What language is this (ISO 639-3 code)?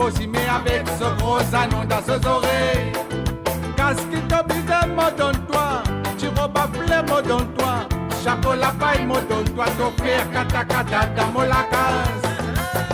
mfe